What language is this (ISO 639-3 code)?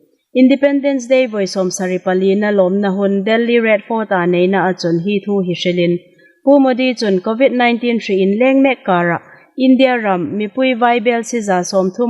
hmr